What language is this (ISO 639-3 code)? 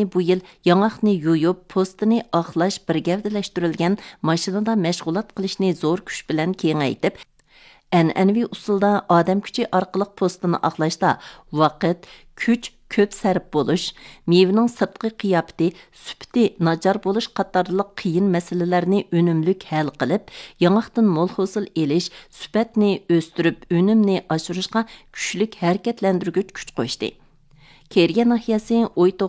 uig